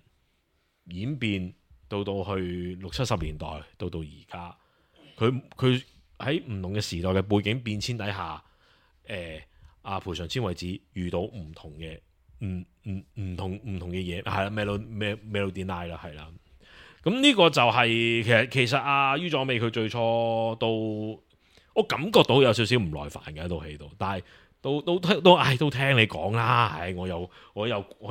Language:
Cantonese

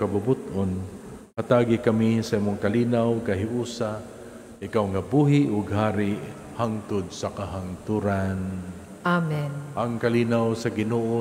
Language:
Cebuano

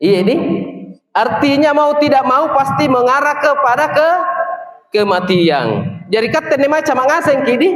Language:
Makasar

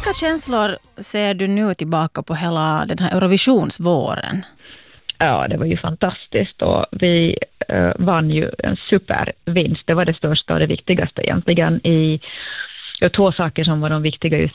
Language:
Swedish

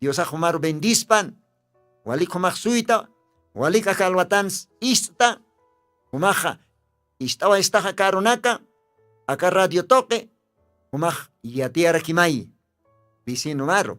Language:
Aymara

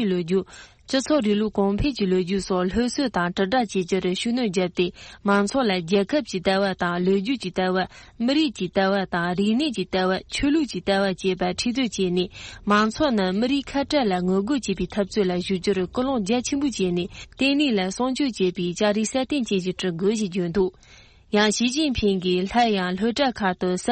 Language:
Tibetan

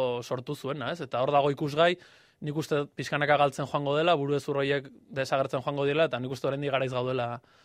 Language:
Basque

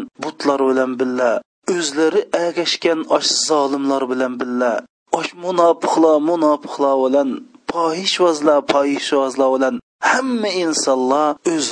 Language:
Uyghur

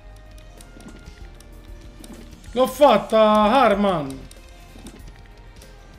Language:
Italian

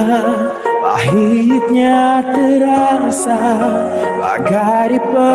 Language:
Malay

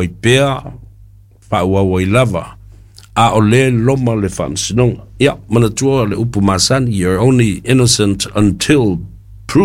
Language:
Samoan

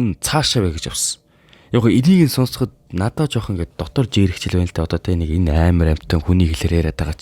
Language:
Mongolian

